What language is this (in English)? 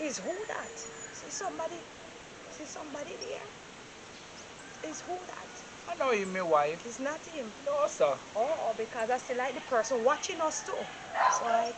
Jamaican Creole English